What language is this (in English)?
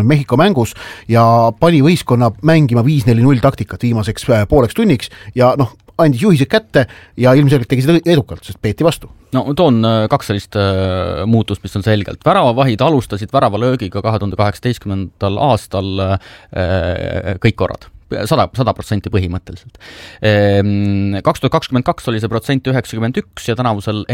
Estonian